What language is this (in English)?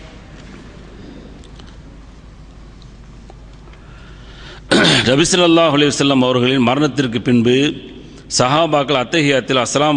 Tamil